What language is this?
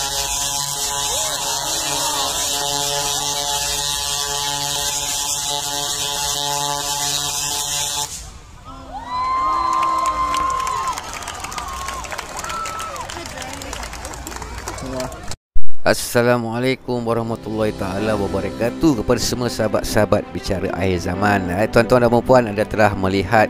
Malay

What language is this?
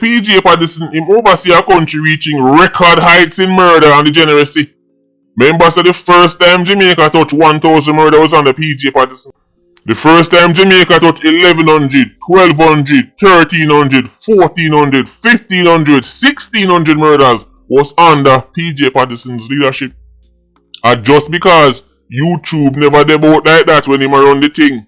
Jamaican Creole English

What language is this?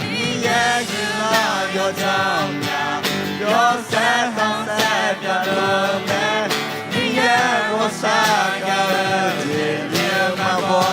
Akha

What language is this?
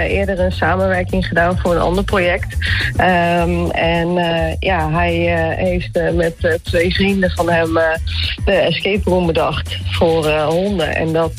Dutch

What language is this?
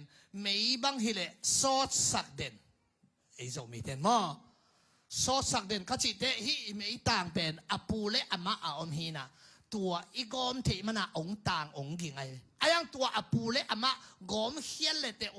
Tedim Chin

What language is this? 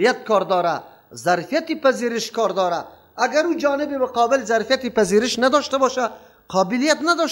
Persian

